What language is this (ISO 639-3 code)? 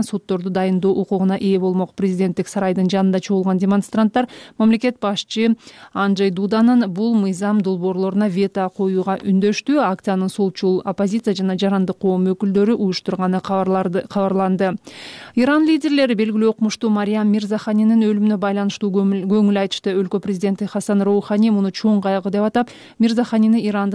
kir